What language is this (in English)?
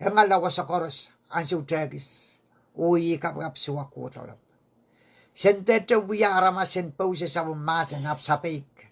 Pohnpeian